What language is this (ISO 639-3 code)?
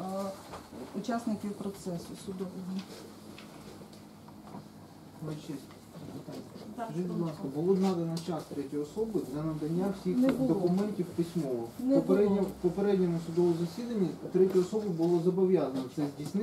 ukr